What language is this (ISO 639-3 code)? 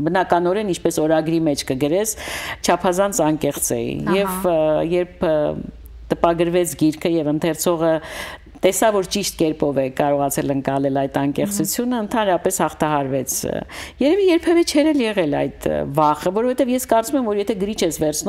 hye